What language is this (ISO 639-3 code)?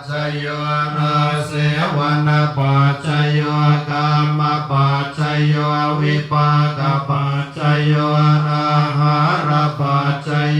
pli